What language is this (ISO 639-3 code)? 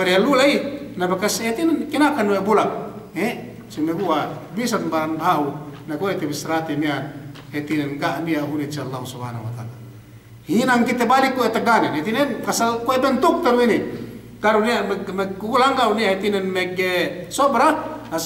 yka